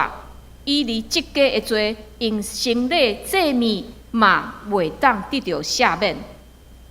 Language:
Min Nan Chinese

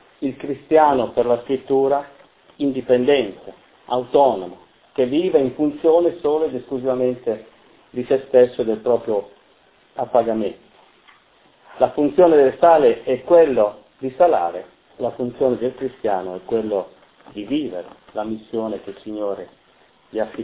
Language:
Italian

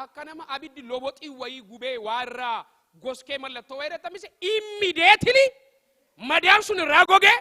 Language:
Oromo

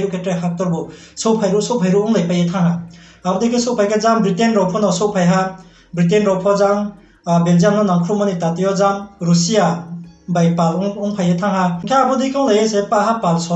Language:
Riang (India)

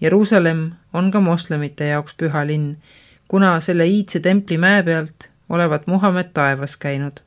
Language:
Estonian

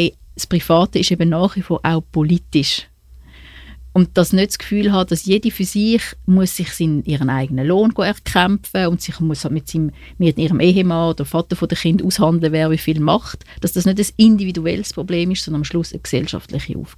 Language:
German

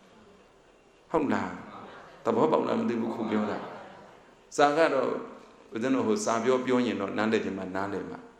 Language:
Burmese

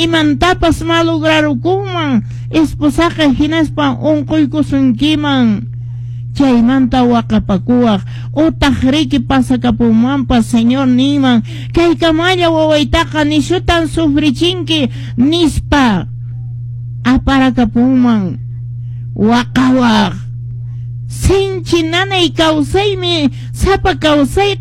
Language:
Quechua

